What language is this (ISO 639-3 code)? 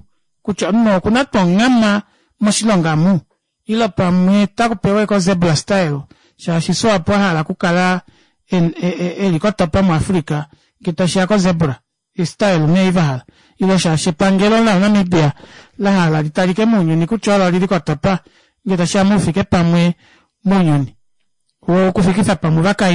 kua